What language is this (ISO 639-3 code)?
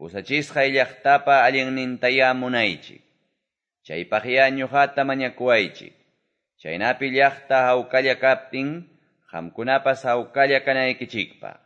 que